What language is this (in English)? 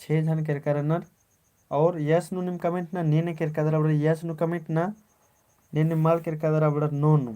Kurukh